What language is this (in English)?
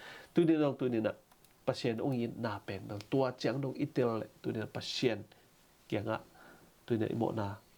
Tedim Chin